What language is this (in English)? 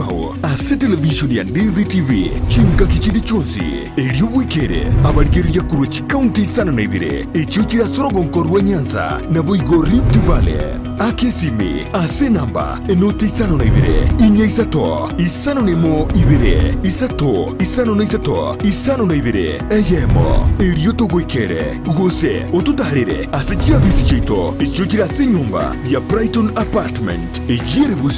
Gusii